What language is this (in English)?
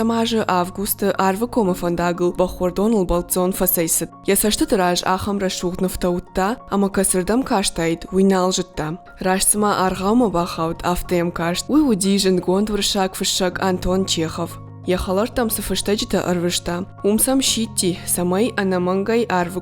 Ossetic